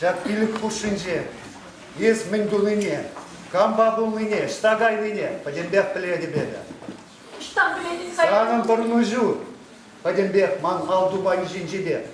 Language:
Chuvash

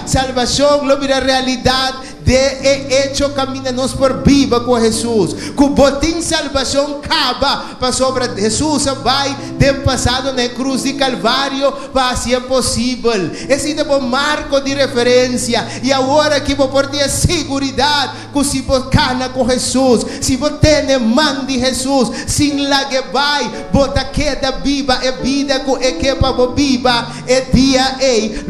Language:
Papiamento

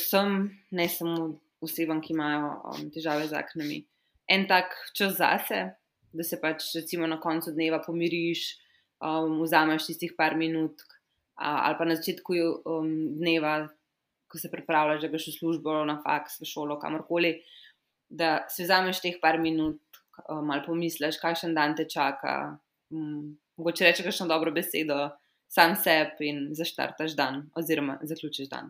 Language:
Slovenian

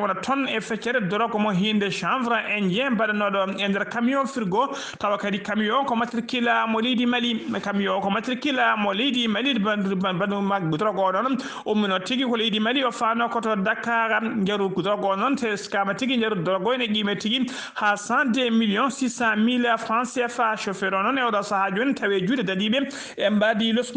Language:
Fula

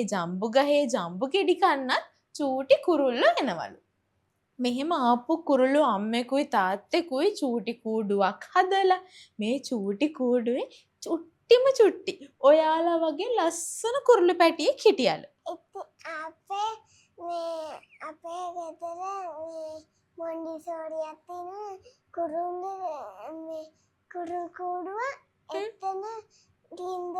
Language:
Sinhala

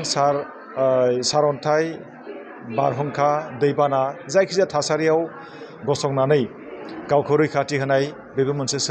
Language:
Bodo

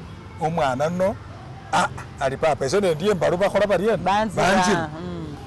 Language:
Masaaba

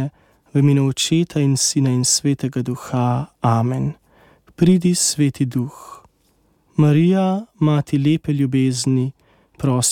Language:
Slovenian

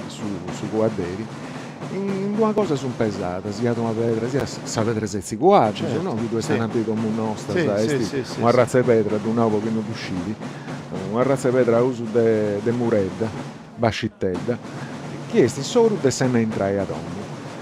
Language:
Sardinian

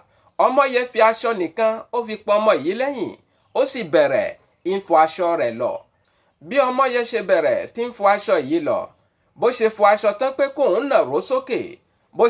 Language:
Yoruba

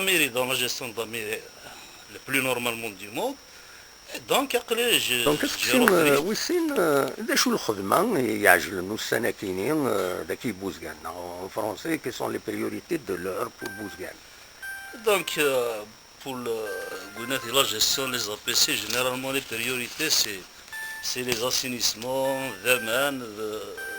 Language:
Kabyle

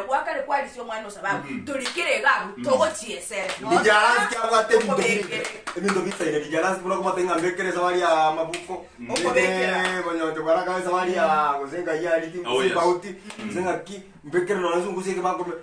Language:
Gusii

